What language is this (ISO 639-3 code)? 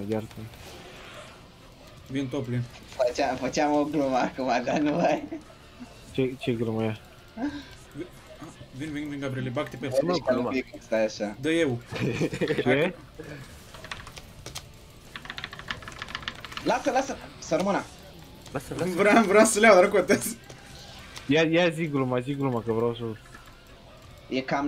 ron